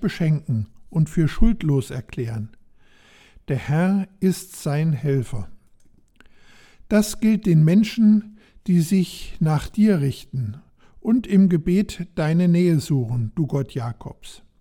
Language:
German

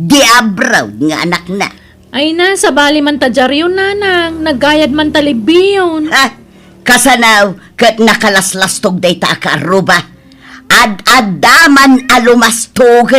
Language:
Iloko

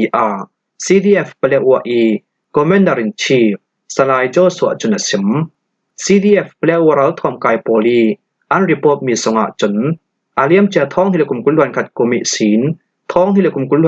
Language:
Falam Chin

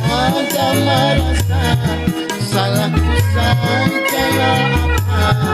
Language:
Banjar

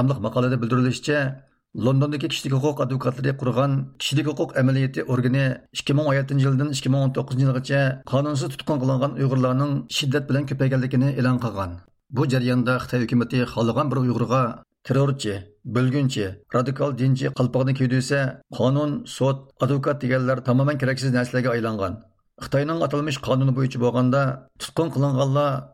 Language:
Uyghur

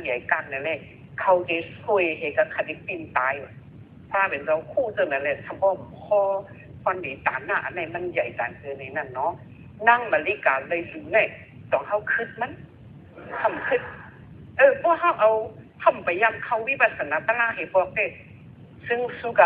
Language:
Shan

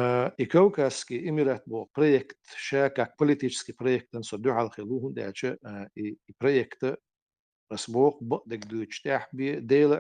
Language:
Chechen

